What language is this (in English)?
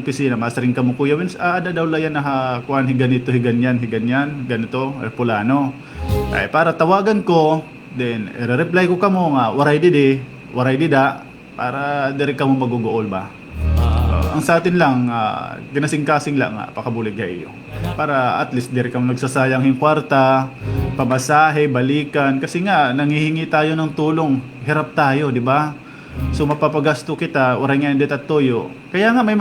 Waray